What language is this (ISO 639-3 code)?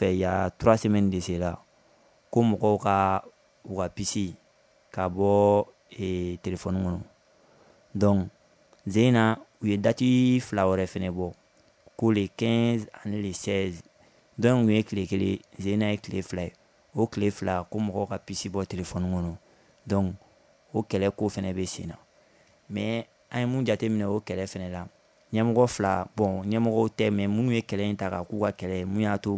bam